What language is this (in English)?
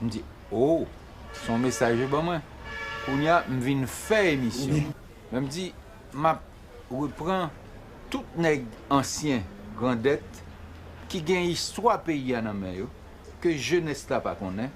Haitian Creole